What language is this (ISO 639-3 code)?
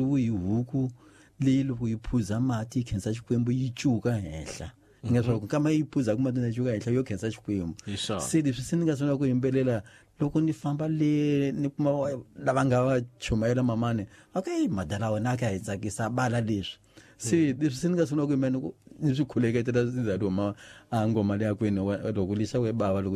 tso